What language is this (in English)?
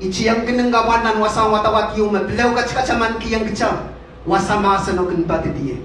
Pohnpeian